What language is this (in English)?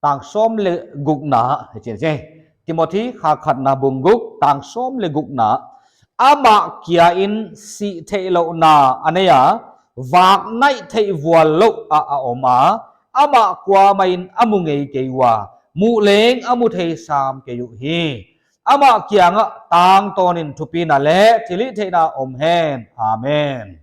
Paite Chin